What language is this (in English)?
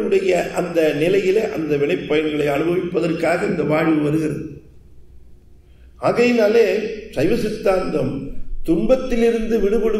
Tamil